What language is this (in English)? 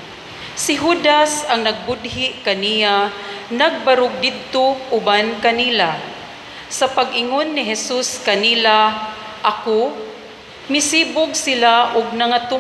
Cebuano